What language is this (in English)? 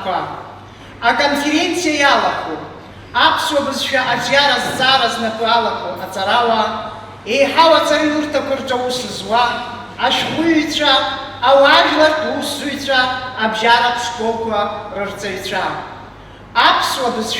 Abkhazian